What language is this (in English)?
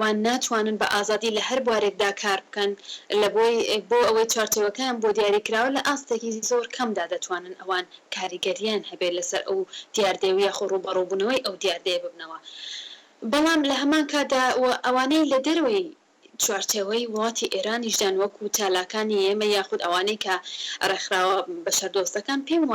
Central Kurdish